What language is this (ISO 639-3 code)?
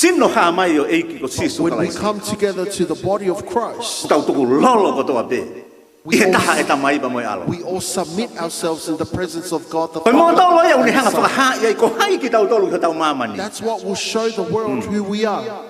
ton